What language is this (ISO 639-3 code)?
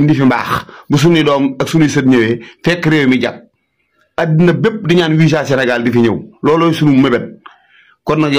wol